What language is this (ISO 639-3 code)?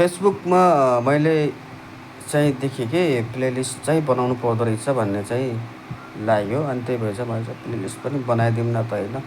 nep